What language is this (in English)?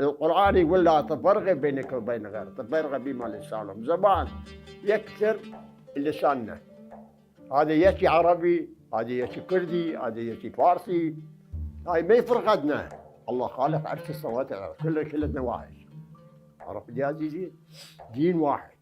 Mesopotamian Arabic